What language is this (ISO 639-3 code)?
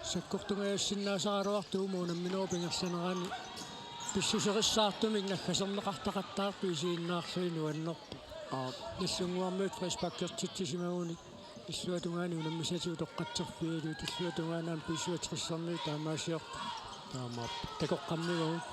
kal